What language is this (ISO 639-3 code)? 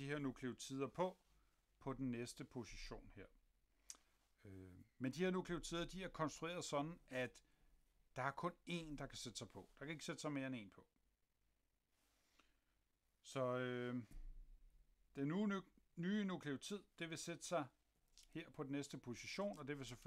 dan